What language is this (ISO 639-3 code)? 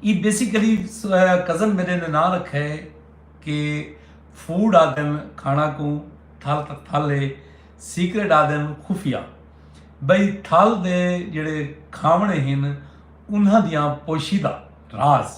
skr